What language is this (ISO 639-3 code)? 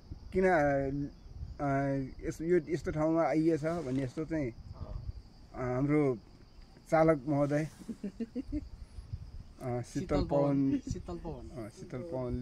nep